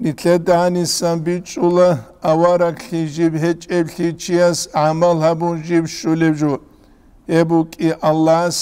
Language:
Avaric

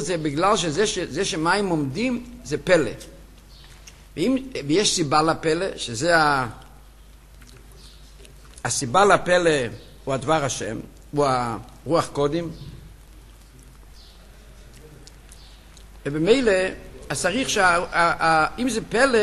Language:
Hebrew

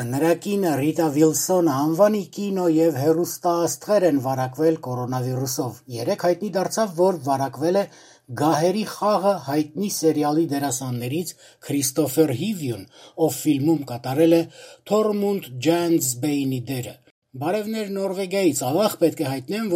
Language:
Armenian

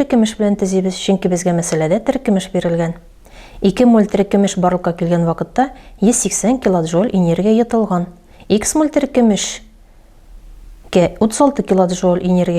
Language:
Tatar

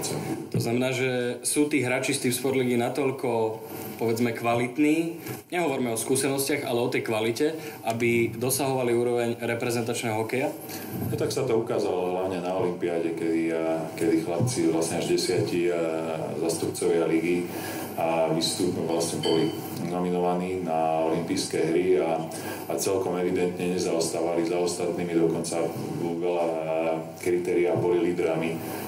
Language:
Slovak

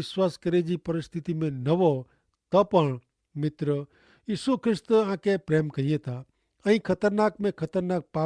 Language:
Kachhi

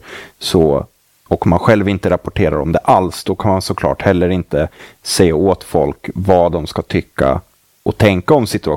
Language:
Swedish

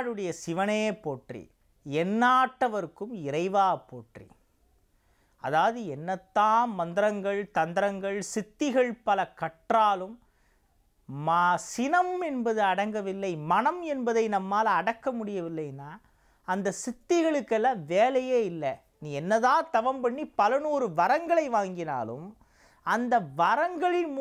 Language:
Tamil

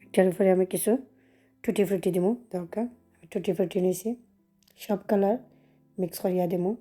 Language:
Sylheti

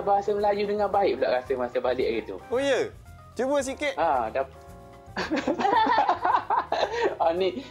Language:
Malay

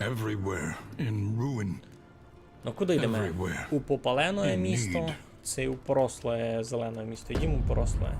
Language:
Rusyn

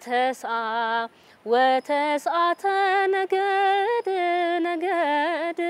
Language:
Tigrinya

